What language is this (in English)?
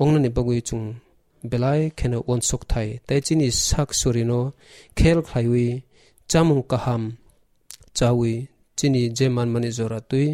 Kok Borok